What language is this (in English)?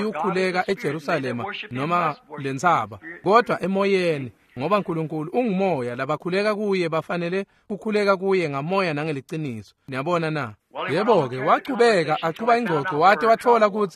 Swati